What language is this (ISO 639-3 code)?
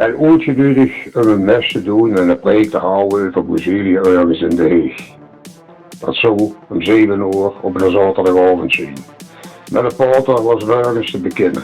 lim